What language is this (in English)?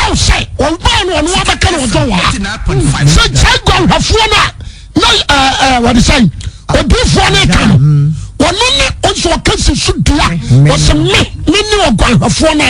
Akan